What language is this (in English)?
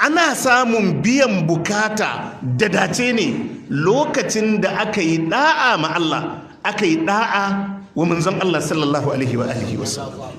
Hausa